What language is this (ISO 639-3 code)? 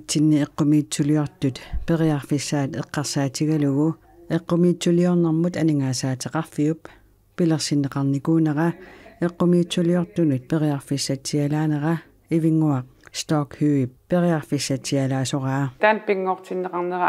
kal